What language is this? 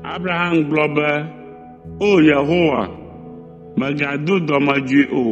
Ewe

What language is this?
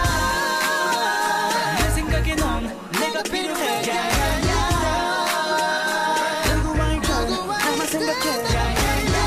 Korean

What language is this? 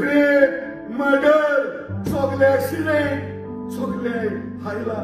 Konkani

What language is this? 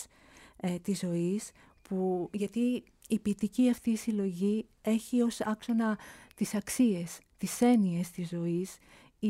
Greek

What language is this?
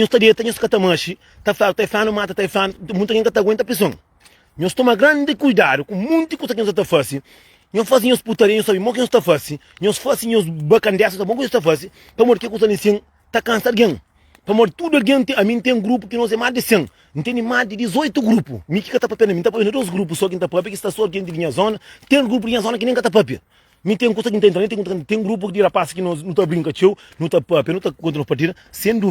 Kabuverdianu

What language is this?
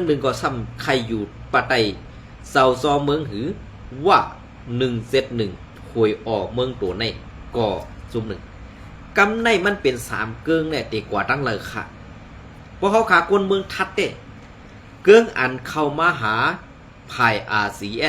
Shan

